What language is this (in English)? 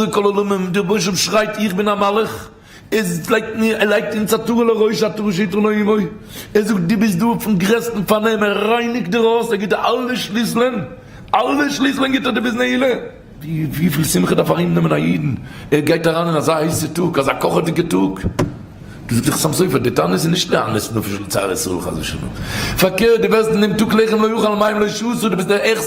Yiddish